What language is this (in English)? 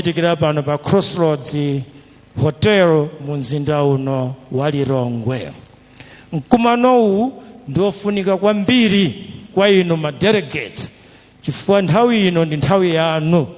Nyanja